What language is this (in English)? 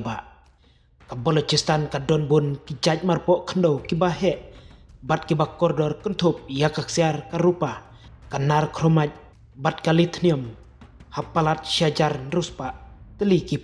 Khasi